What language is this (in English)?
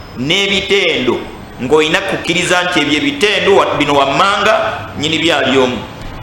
Ganda